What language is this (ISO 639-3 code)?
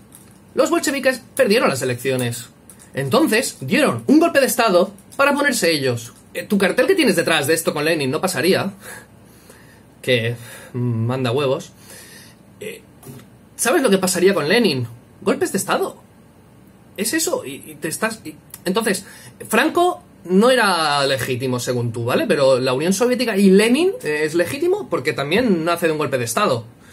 spa